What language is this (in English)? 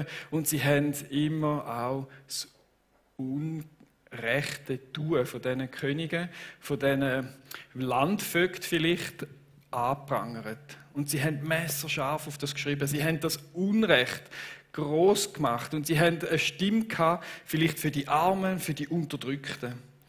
Swiss German